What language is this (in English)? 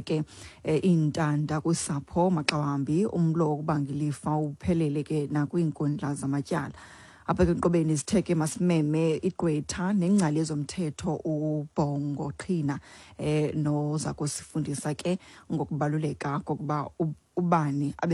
Xhosa